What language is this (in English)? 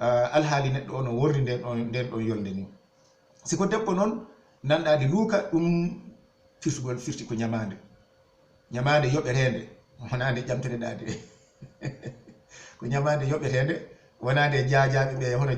Fula